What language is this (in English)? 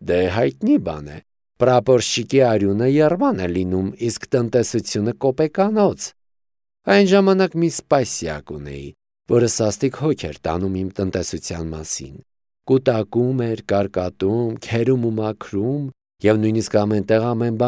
Armenian